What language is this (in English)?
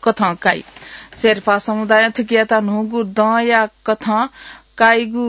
Newari